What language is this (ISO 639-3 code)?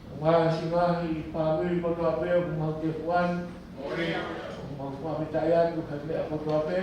ton